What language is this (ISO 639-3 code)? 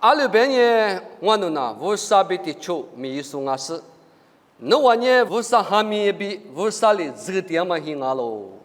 lis